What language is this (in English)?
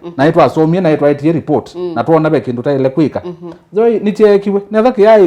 Kamba